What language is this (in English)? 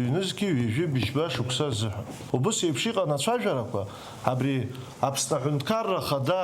Abkhazian